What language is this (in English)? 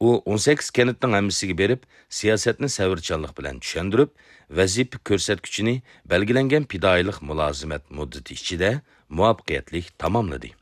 Uyghur